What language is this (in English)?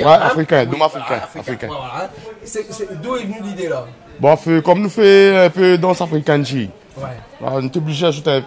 Réunion Creole French